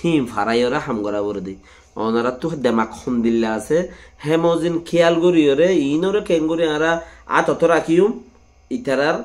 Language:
Rohingya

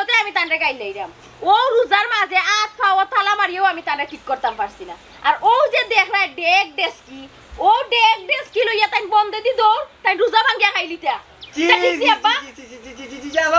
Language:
Sylheti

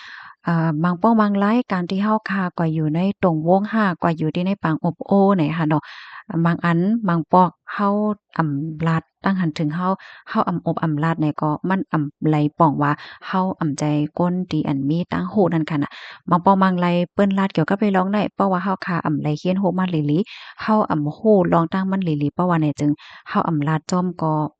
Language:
Shan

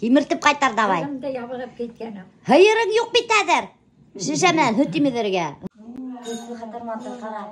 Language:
Bashkir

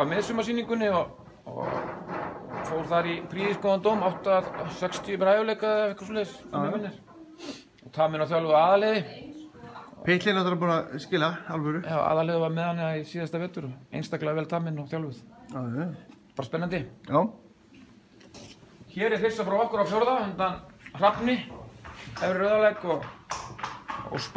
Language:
Icelandic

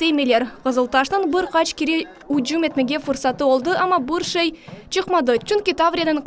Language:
Crimean Tatar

